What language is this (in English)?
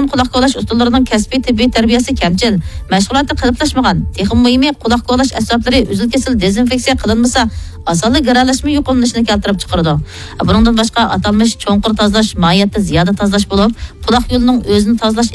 Uyghur